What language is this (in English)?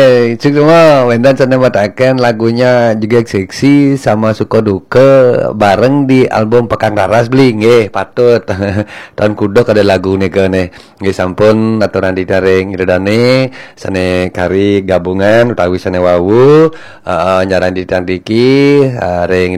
Balinese